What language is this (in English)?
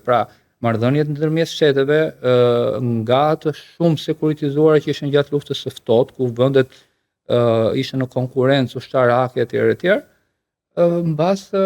Albanian